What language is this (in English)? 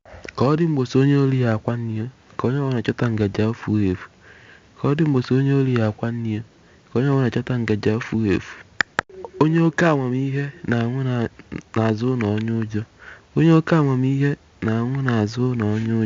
Igbo